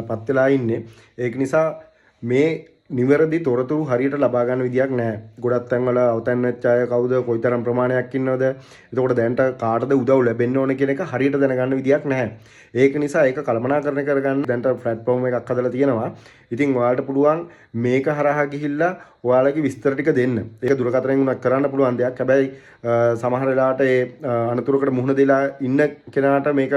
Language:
Sinhala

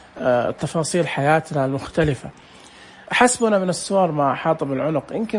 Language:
Najdi Arabic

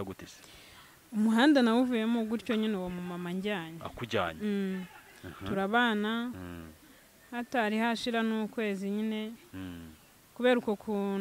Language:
Kinyarwanda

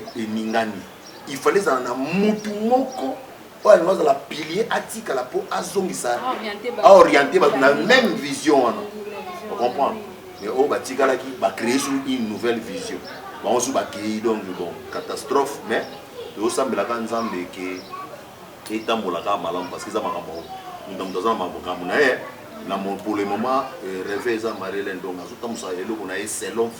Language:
Lingala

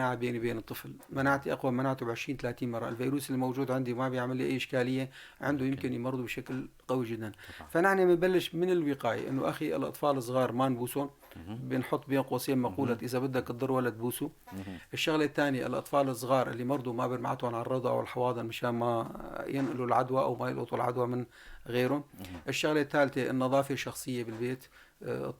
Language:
North Levantine Arabic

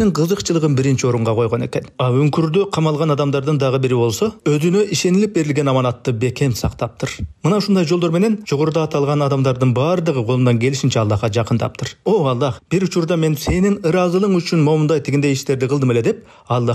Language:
Kyrgyz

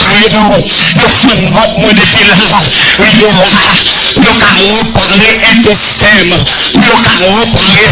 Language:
Haitian Creole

